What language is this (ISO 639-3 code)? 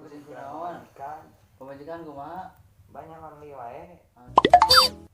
sun